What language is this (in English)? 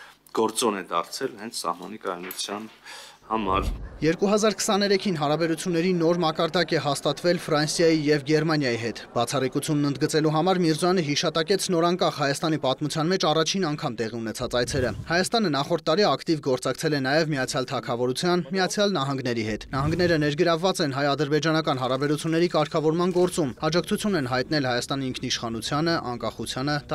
Armenian